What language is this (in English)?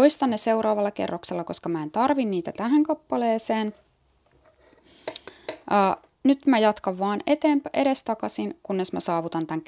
Finnish